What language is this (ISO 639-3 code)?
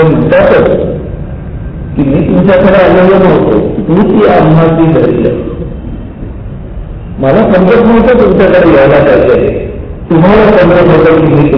mar